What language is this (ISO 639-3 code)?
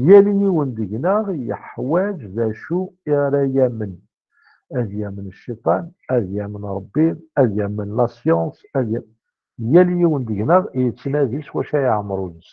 kab